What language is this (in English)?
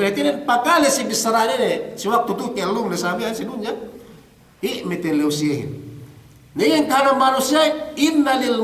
Yakan